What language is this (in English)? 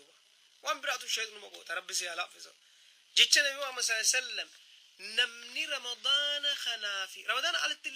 Oromo